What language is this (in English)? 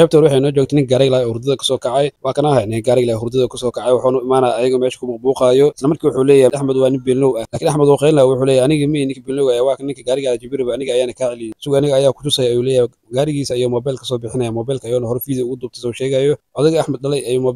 Somali